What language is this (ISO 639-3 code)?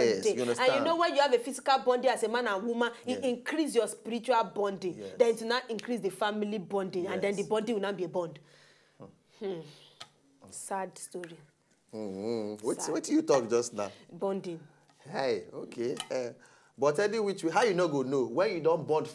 pcm